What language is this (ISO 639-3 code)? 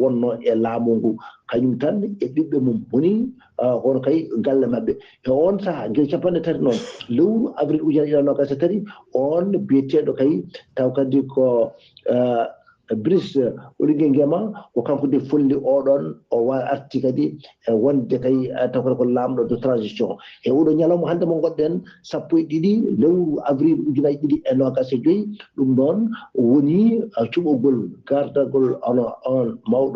ful